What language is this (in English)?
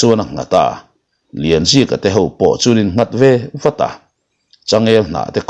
Mizo